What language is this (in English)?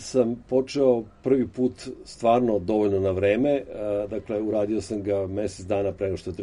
Serbian